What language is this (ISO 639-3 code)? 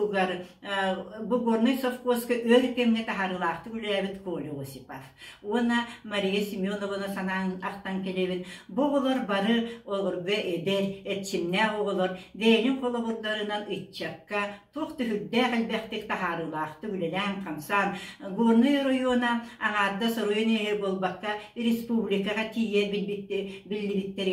sah